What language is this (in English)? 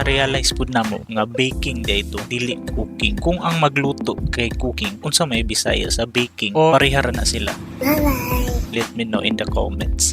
Cebuano